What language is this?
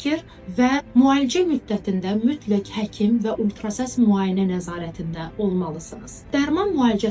Azerbaijani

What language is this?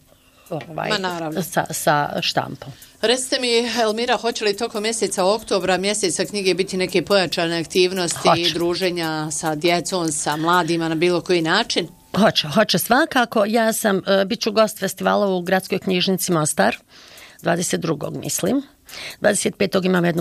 Bosnian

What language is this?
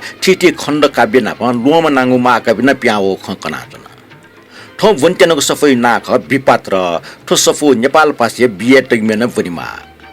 Newari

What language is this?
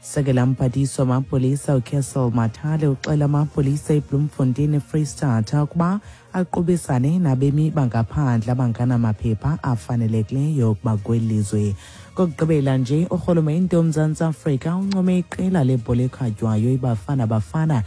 Xhosa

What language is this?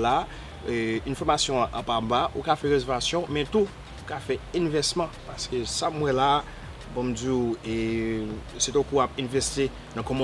Haitian Creole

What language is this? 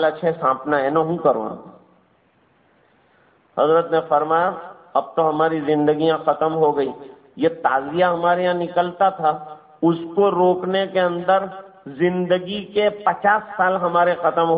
Urdu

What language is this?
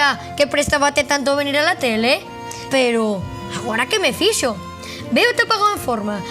Asturian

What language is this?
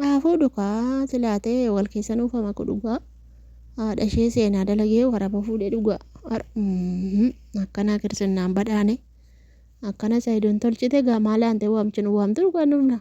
Oromo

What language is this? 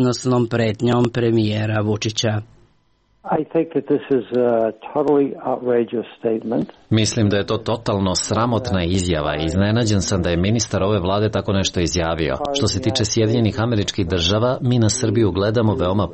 Serbian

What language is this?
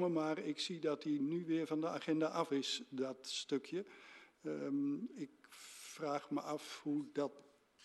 Dutch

